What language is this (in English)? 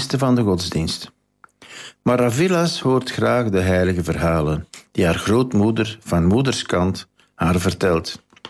Dutch